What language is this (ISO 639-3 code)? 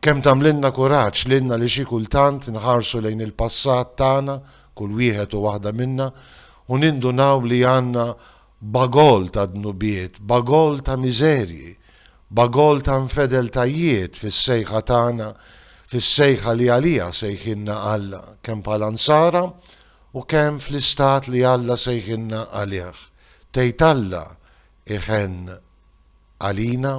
mlt